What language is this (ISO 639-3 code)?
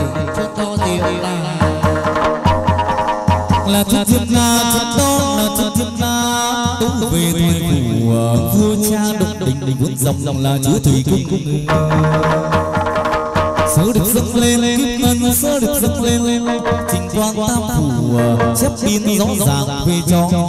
vie